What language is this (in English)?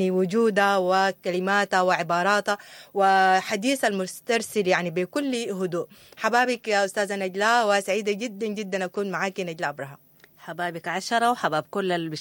Sudanese Arabic